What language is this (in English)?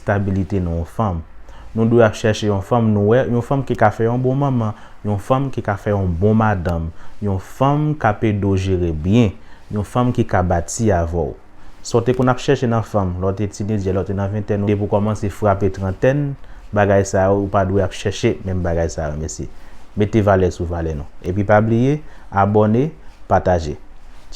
Haitian Creole